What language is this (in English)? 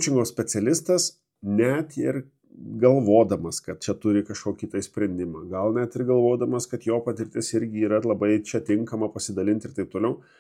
Lithuanian